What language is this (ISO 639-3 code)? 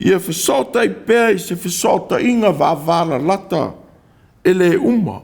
smo